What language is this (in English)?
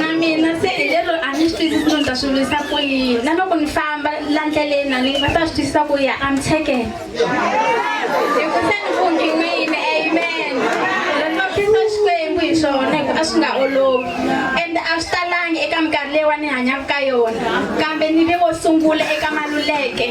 Tsonga